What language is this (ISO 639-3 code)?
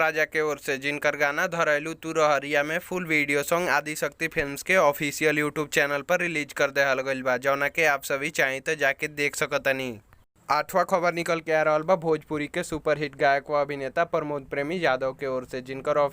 bho